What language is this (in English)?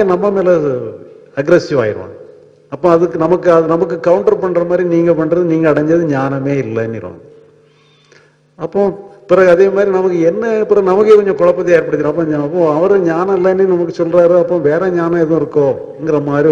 Tamil